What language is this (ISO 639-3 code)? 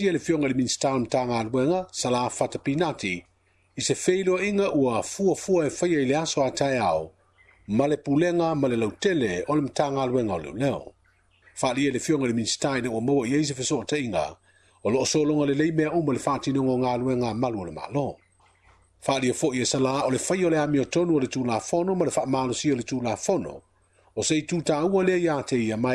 smo